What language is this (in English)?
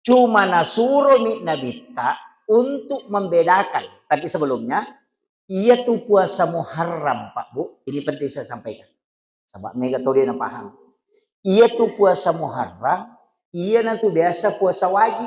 Buginese